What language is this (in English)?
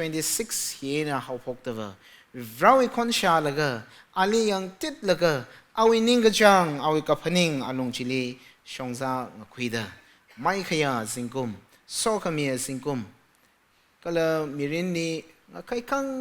Tangkhul Naga (India)